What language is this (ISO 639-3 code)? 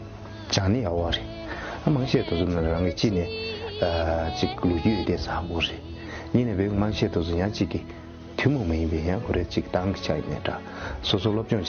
bod